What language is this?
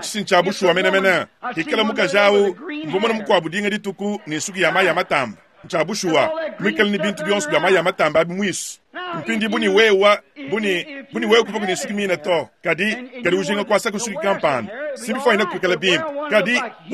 Luba-Lulua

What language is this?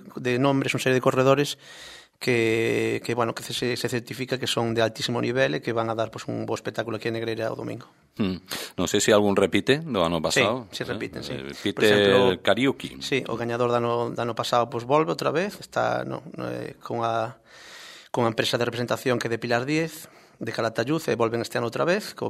Galician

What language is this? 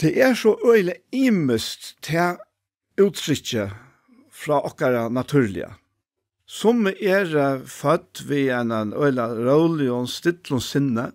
Faroese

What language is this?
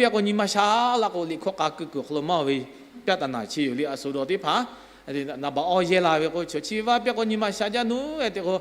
Lahu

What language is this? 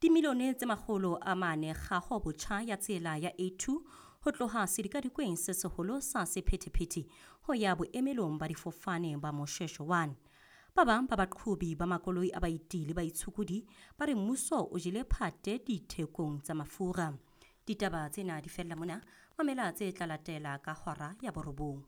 Southern Sotho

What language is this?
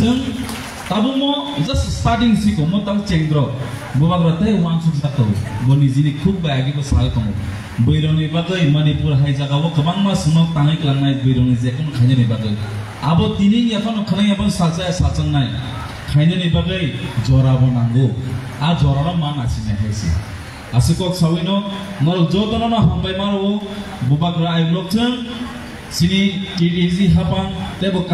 Kok Borok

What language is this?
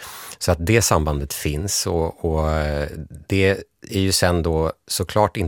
Swedish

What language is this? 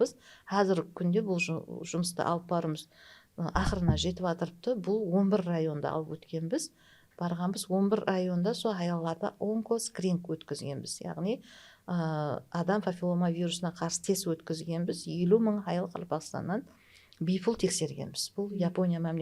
Kara-Kalpak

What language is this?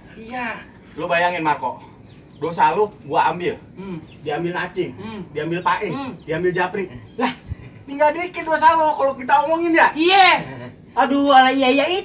Betawi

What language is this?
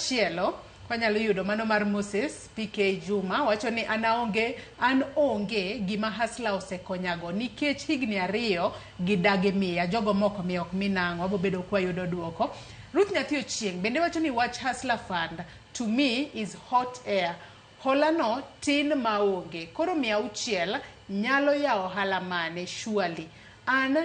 Luo (Kenya and Tanzania)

